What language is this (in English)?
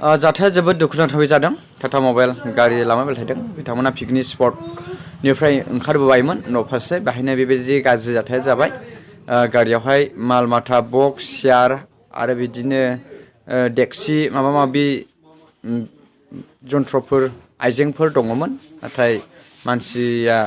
Bodo